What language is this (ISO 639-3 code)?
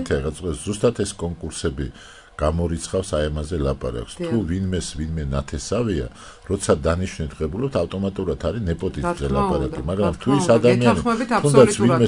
kat